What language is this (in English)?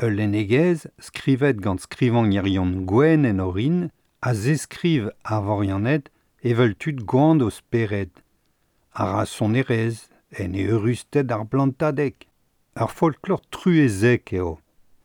Breton